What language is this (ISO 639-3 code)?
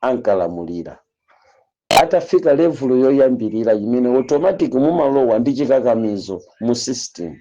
nya